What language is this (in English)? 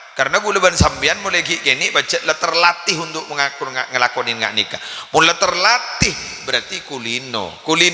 Madurese